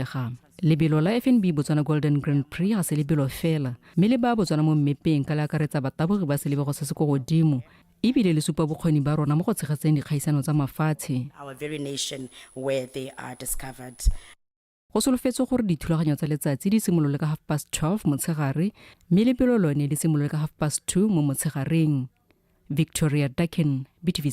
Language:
Tswana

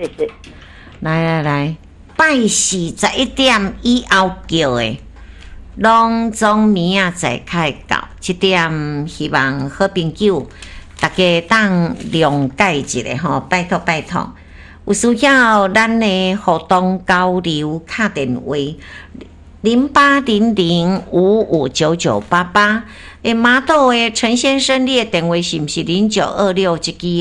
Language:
Min Nan Chinese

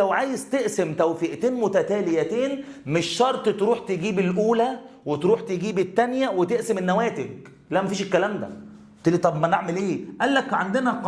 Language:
Egyptian Arabic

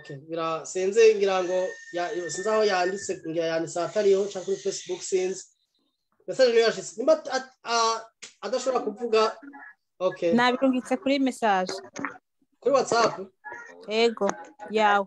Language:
Rundi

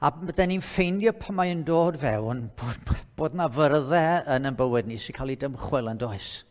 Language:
Welsh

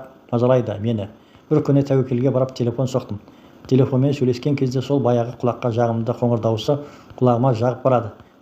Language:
Kazakh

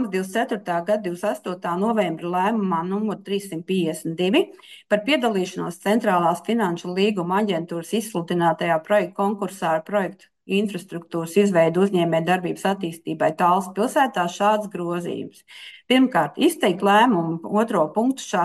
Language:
Latvian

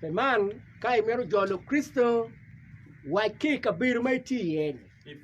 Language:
Acoli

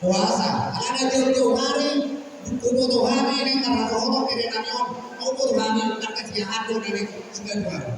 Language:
Batak Toba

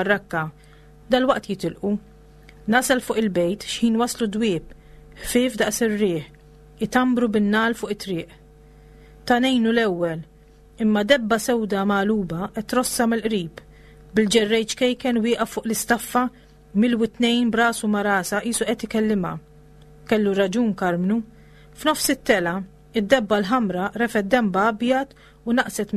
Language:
Maltese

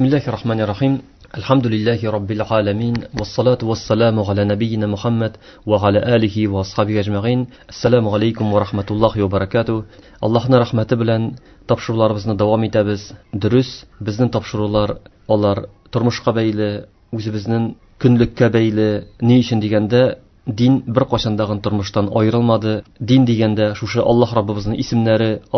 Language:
Tatar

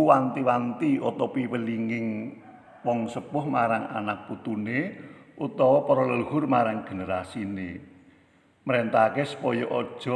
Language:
Javanese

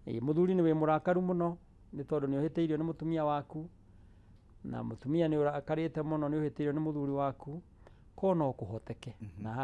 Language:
Kikuyu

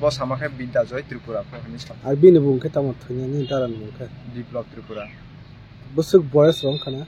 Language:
Kok Borok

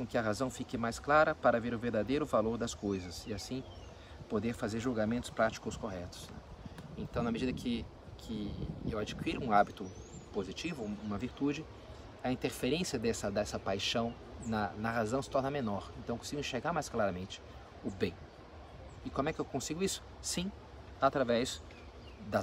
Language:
Portuguese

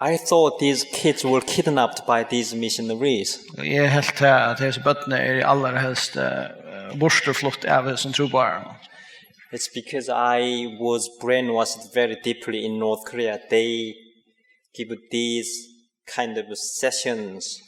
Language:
Faroese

